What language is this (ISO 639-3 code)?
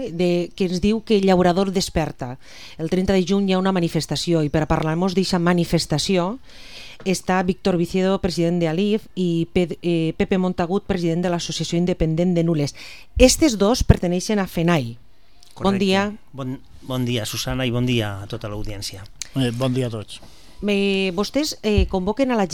cat